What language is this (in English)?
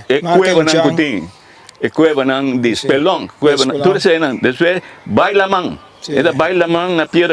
Papiamento